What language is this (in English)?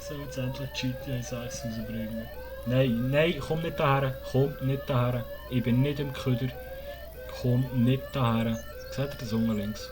Swiss German